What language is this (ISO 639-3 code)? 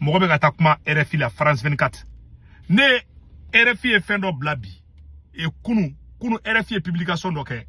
bam